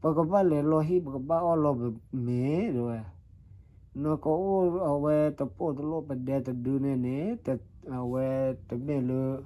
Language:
S'gaw Karen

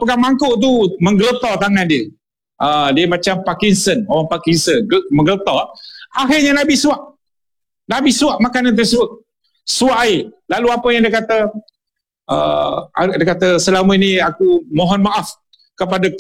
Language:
Malay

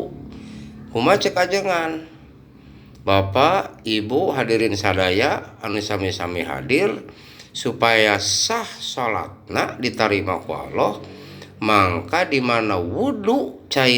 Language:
Sundanese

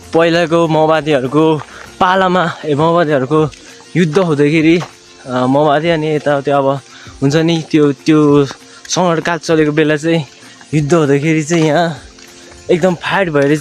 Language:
Nepali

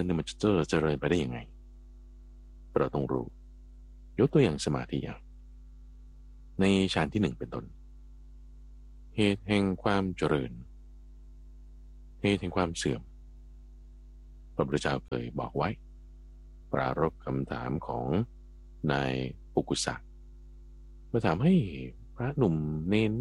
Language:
Thai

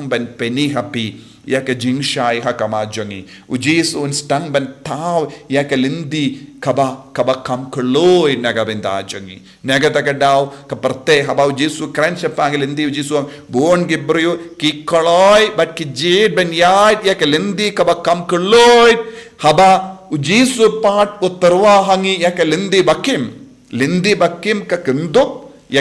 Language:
Khasi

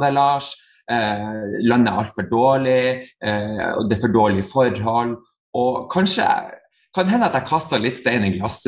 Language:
Norwegian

